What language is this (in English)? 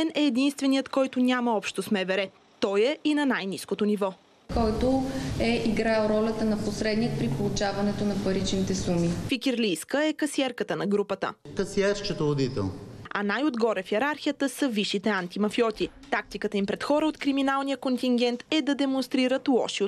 Bulgarian